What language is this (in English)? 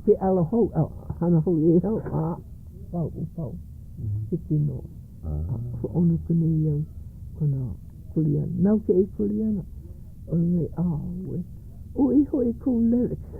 Hawaiian